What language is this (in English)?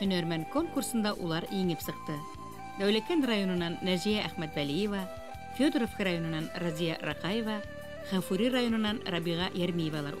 Bashkir